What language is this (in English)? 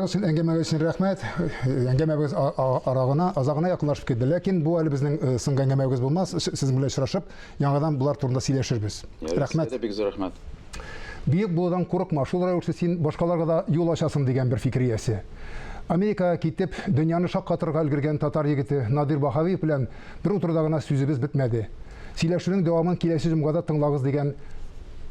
Tatar